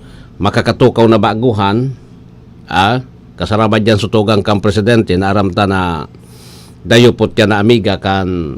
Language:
Bikol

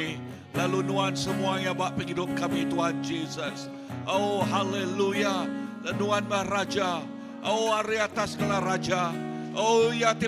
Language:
Iban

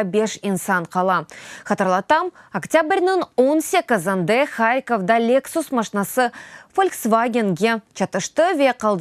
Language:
Crimean Tatar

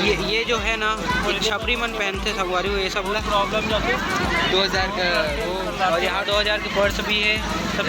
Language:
Chhattisgarhi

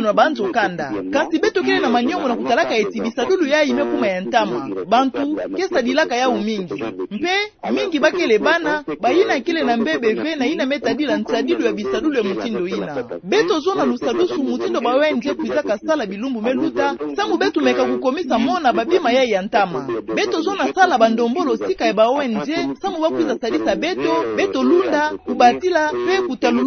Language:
Kituba (Democratic Republic of Congo)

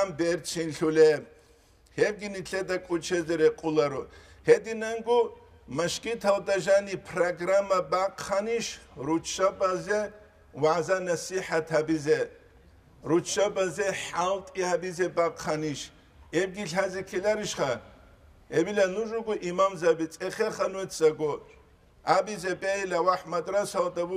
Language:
Avaric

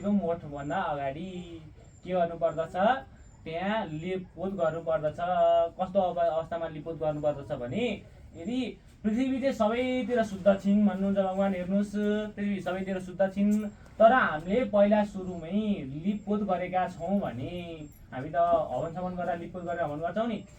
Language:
Nepali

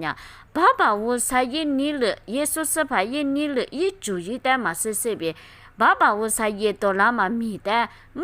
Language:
Lisu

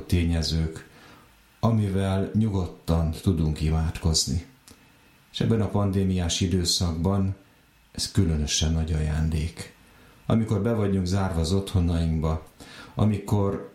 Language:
Hungarian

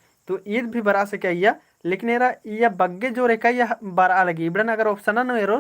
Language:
Kurukh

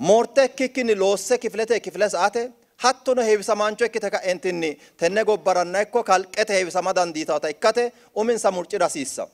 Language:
Sidamo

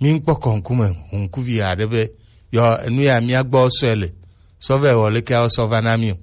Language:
Gen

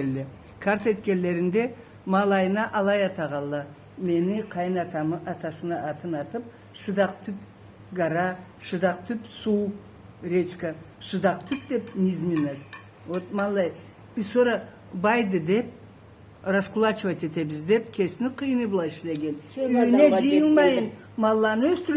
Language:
Karachay-Balkar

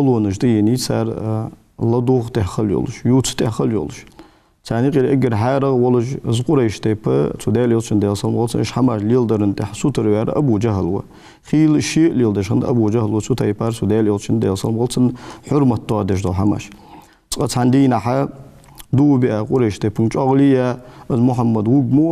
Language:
Ingush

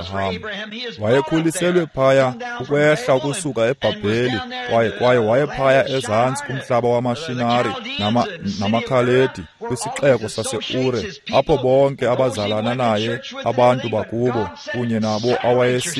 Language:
Xhosa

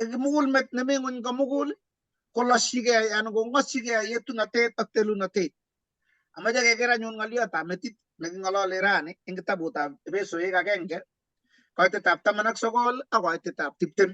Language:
Kalenjin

